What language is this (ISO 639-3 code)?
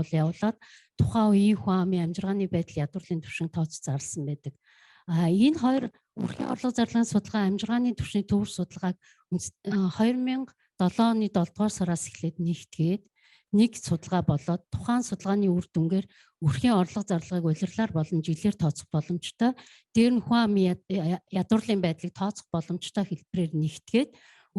mon